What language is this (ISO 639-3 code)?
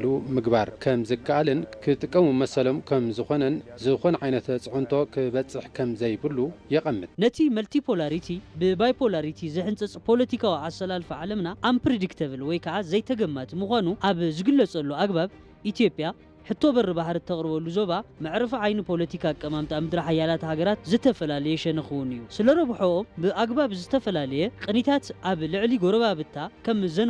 tir